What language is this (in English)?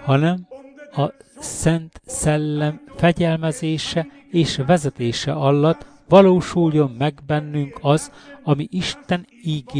Hungarian